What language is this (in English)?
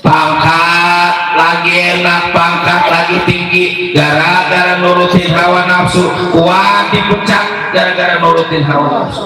Betawi